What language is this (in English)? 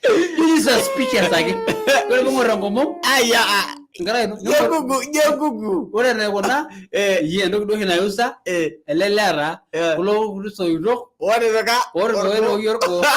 Masai